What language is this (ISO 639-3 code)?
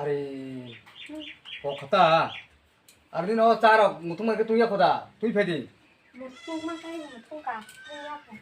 trp